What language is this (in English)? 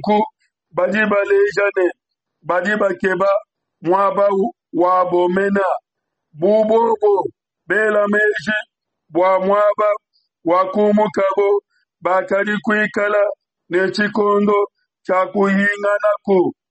Luba-Lulua